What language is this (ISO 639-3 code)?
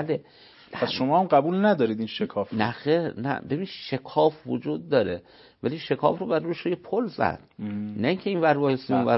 fas